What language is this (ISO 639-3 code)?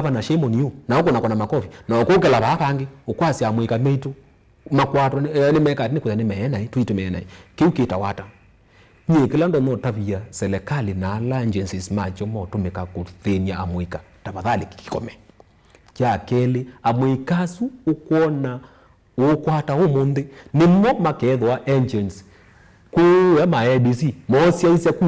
kam